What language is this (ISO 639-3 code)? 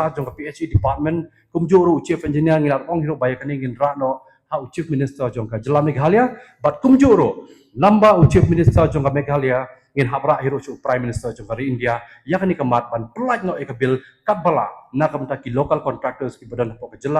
kha